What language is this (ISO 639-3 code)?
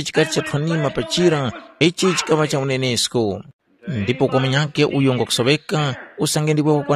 tum